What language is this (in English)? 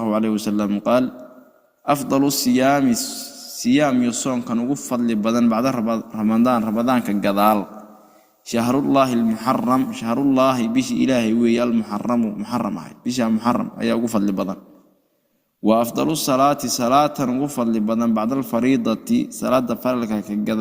Somali